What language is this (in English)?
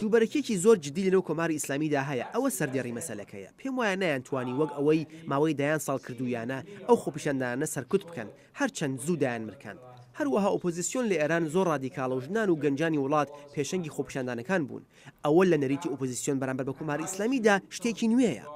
Central Kurdish